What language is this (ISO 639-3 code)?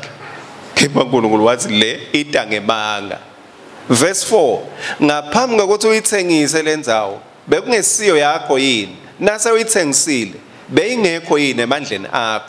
ssw